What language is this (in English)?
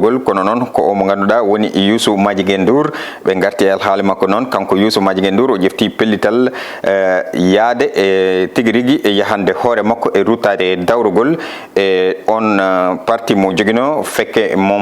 Fula